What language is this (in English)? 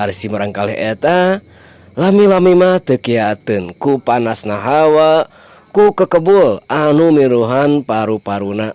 Sundanese